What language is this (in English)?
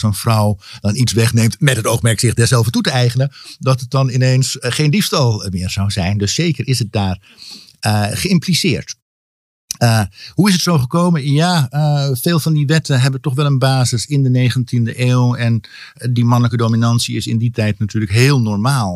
Dutch